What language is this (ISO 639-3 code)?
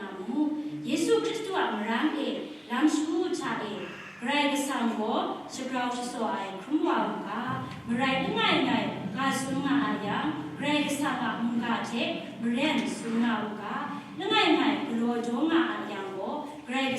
kac